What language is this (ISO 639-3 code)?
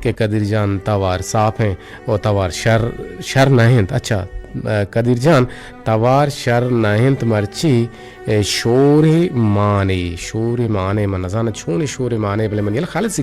bgp